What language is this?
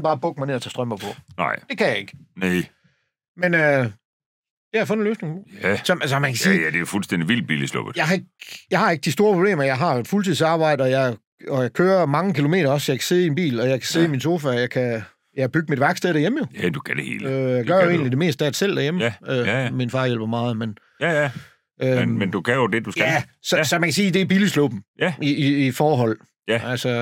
Danish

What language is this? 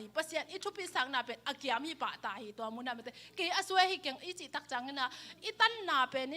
Tedim Chin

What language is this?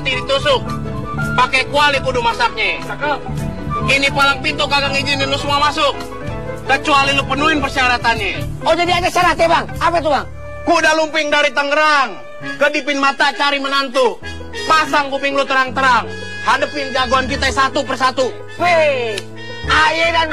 Betawi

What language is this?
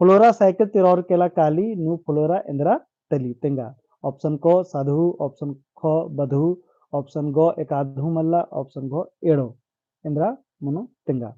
Kurukh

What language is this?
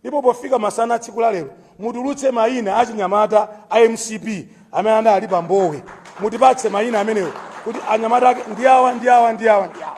Nyanja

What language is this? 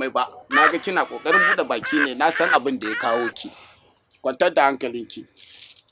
Hausa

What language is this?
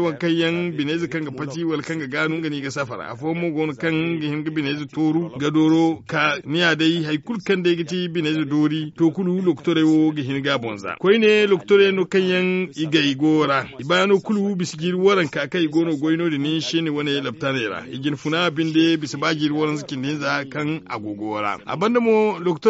Zarma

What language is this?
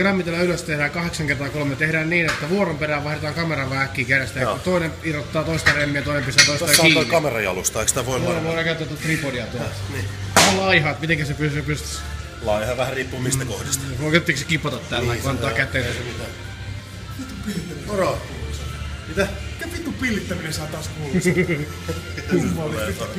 Finnish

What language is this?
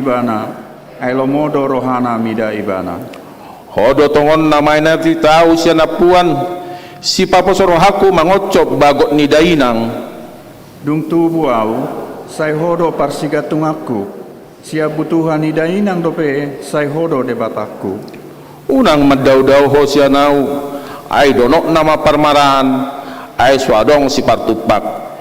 Batak Toba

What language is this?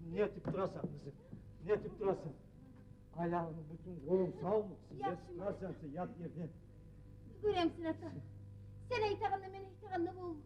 Kumyk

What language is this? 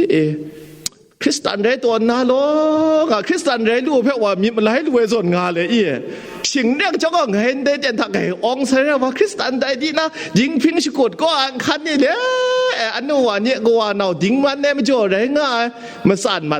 Kachin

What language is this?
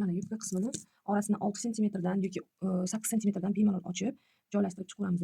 Uzbek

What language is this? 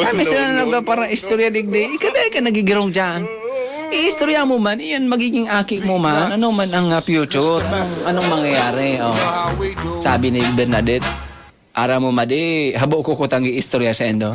Bikol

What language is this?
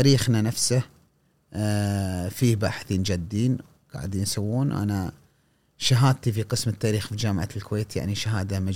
Gulf Arabic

